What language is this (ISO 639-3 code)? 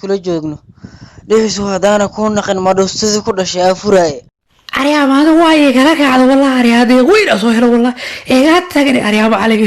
som